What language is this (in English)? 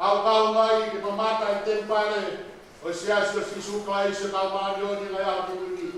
Tongan